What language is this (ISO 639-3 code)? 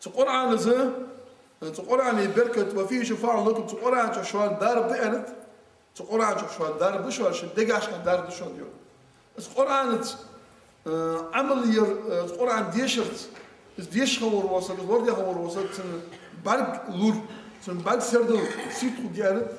inh